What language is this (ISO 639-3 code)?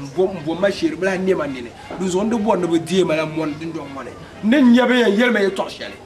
dag